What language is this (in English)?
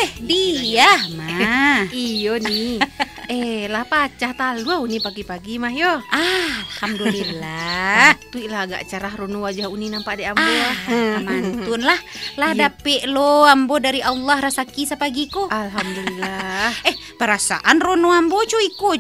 Minangkabau